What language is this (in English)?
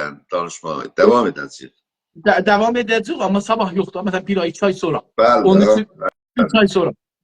South Azerbaijani